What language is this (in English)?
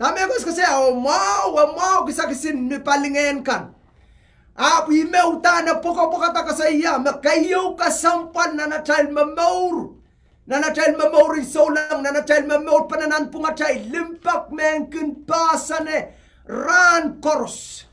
Pohnpeian